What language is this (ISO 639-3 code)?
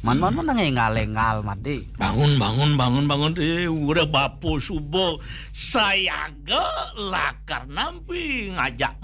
ban